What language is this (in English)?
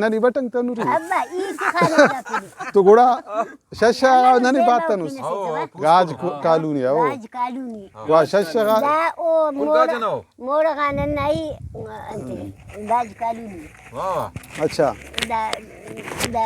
Brahui